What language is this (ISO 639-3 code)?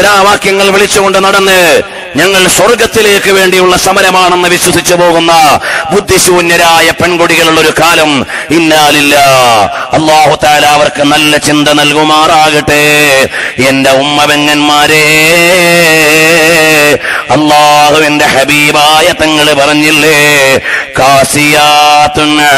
mal